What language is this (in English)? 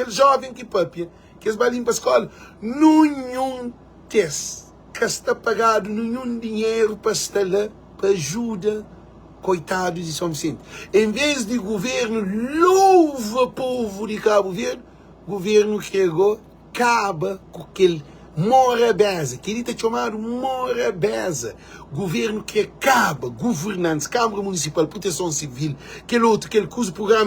Kabuverdianu